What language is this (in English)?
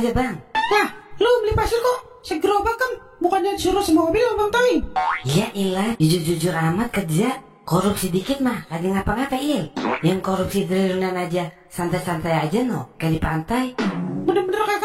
Betawi